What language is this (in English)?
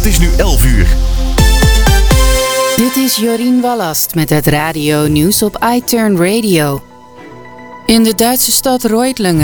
Dutch